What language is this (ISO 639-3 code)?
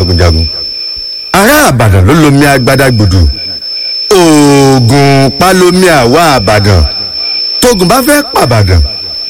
yor